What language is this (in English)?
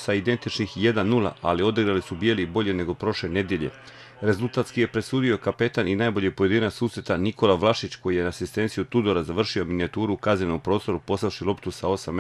Croatian